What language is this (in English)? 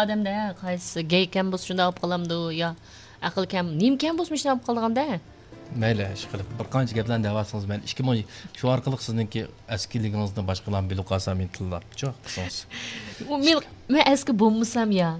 Uyghur